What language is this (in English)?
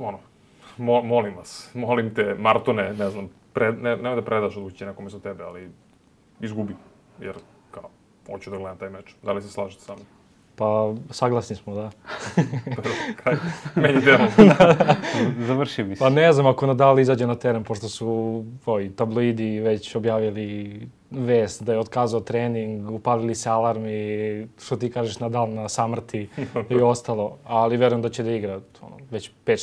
Serbian